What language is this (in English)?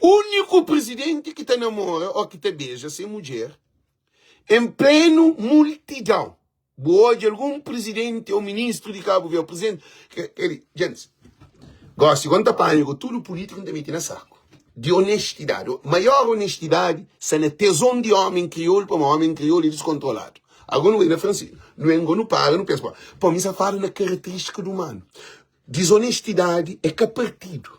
Kabuverdianu